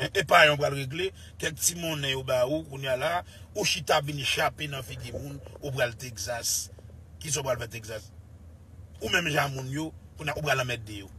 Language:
Haitian Creole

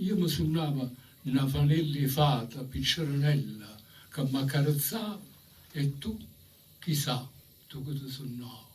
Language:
Neapolitan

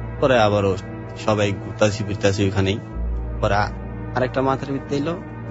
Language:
Bangla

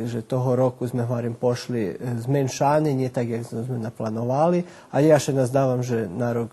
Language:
Rusyn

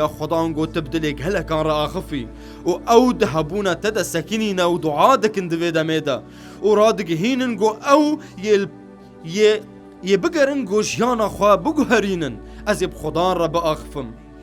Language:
Kurdish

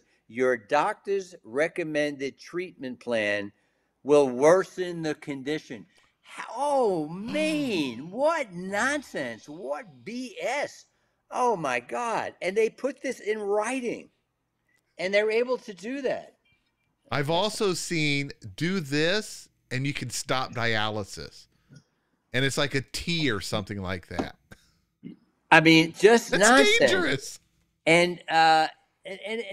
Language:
English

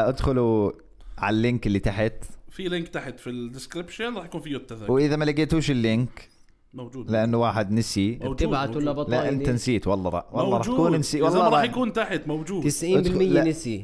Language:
North Levantine Arabic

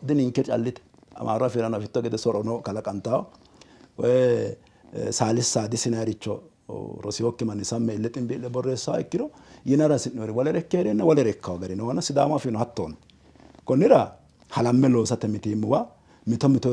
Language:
Sidamo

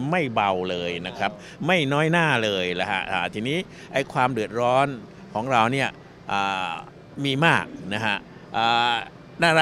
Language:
Thai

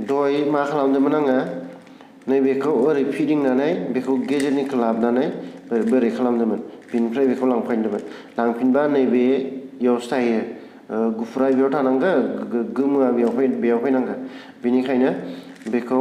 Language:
Bodo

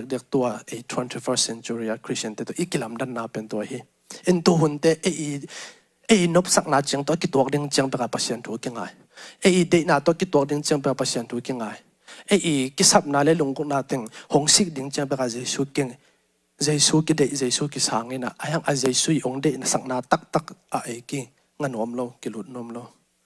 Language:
Tedim Chin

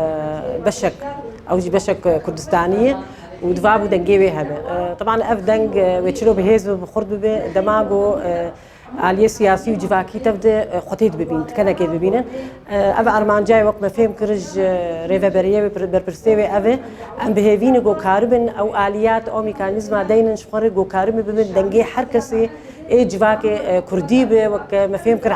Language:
Kurdish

